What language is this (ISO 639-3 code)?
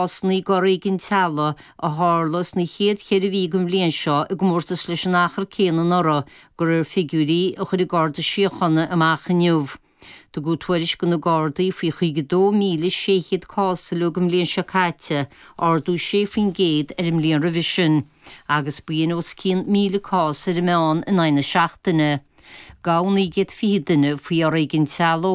gle